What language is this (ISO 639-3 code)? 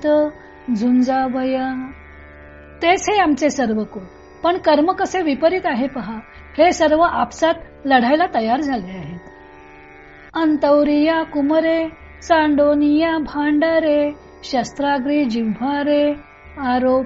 mar